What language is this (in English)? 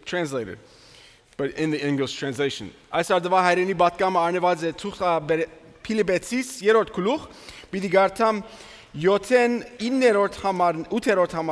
Western Armenian